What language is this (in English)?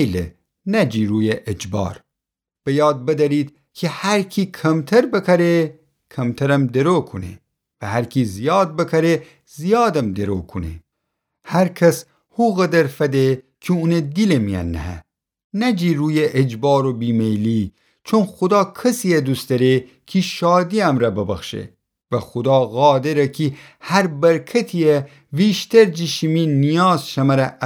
Gilaki